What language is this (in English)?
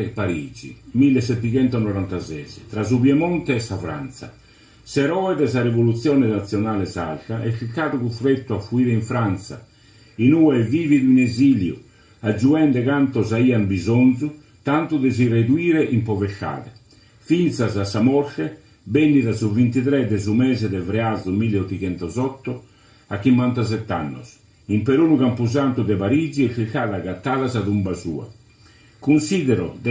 Sardinian